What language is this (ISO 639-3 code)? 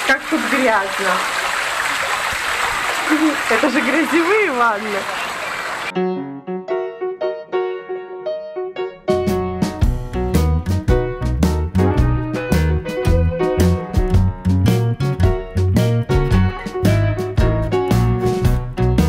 rus